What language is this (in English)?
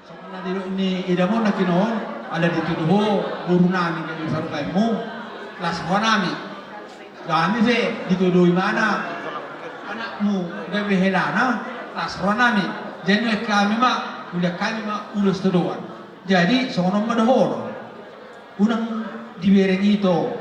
Batak Toba